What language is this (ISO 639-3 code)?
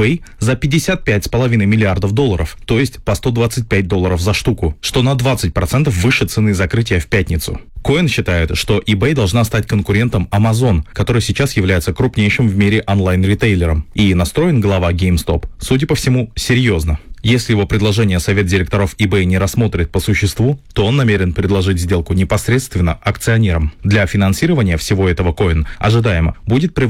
rus